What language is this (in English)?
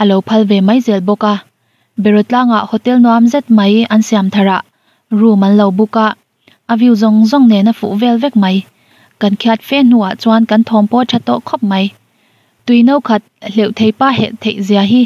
Mizo